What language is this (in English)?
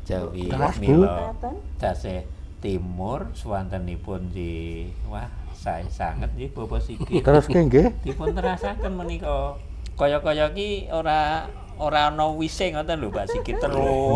Javanese